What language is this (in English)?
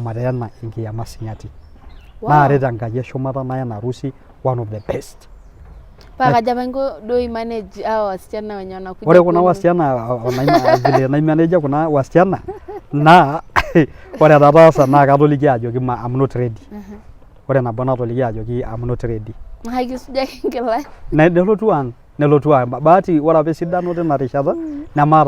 Masai